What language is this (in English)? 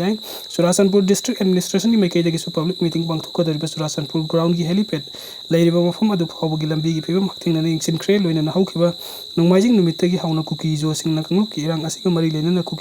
Manipuri